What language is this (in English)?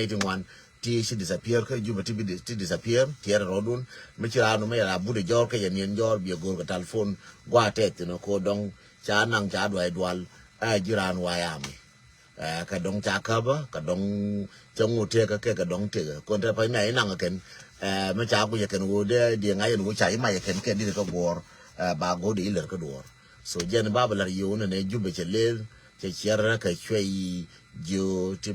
Nuer